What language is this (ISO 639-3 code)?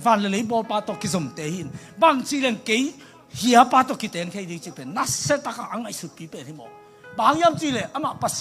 ctd